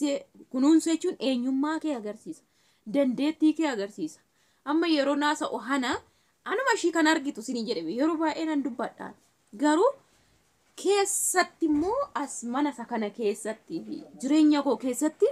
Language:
Oromo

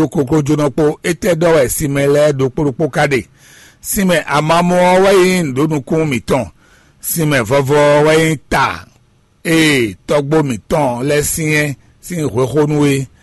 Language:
Fon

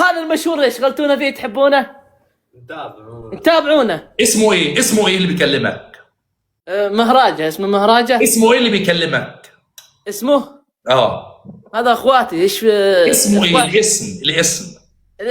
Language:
Egyptian Arabic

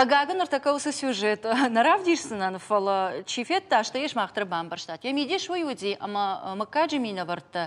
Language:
Ossetic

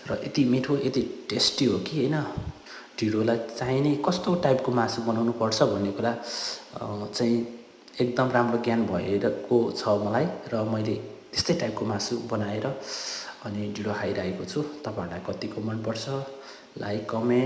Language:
Nepali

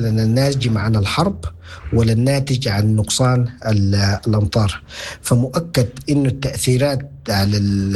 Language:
Sudanese Arabic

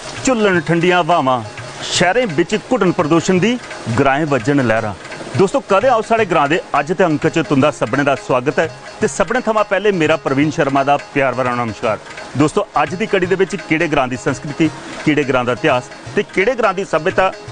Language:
Dogri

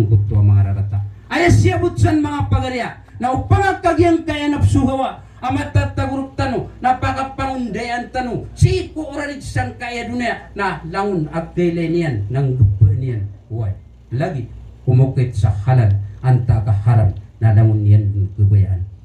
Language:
Maranao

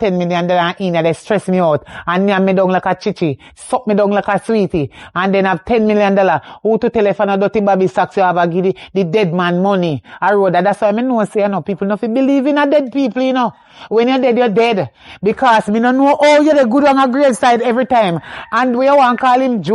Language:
Jamaican Creole English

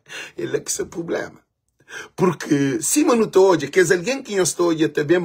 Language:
Kabuverdianu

